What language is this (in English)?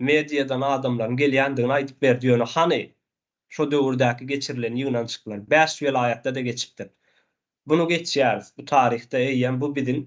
Turkmen